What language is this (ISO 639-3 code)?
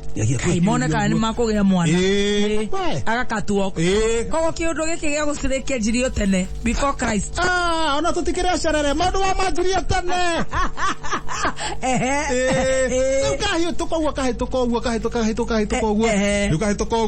kik